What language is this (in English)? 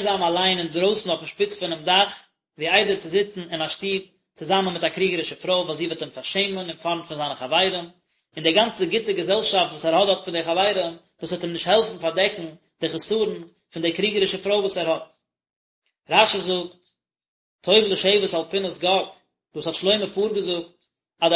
Yiddish